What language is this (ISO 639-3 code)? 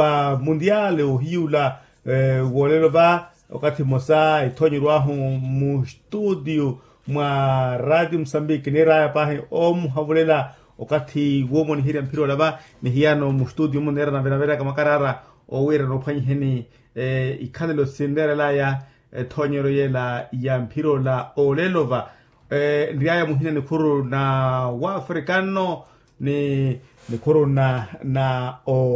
vmw